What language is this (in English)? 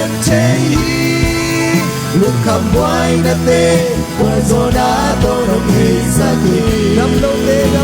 Tedim Chin